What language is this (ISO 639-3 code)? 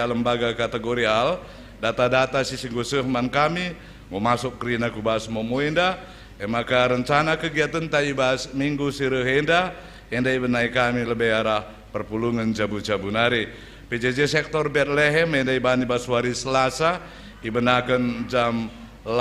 btx